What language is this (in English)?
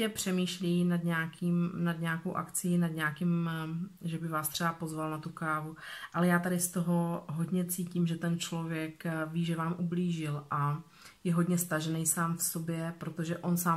Czech